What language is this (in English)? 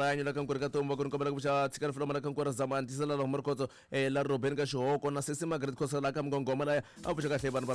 Tsonga